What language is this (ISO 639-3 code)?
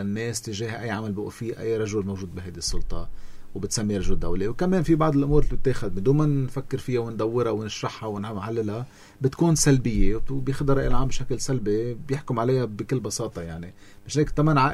apc